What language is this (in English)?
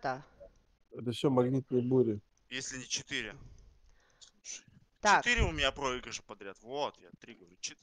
Russian